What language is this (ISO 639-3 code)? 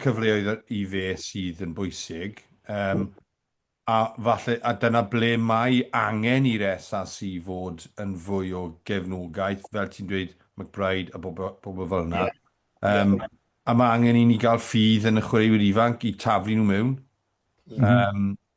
cym